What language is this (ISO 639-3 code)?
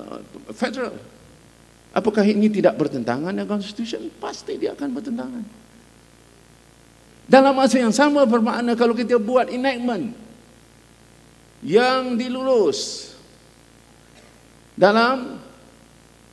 msa